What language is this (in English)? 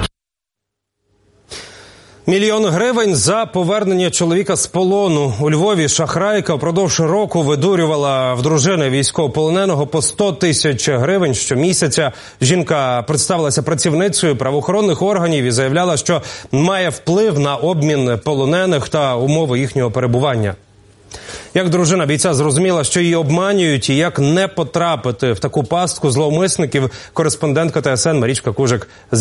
Ukrainian